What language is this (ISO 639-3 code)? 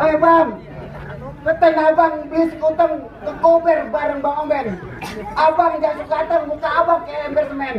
bew